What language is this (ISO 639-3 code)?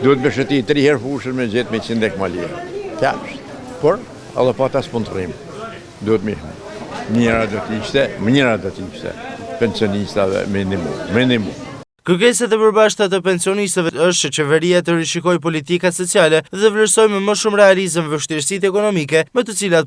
sqi